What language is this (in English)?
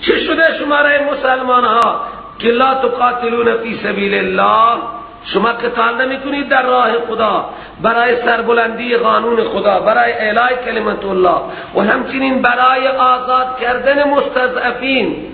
Persian